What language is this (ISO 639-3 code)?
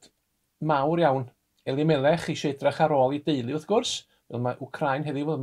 cym